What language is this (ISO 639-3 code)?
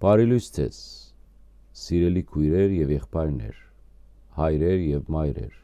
hyw